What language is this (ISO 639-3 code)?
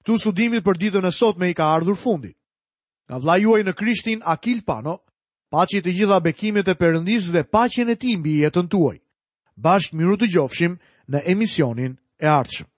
sqi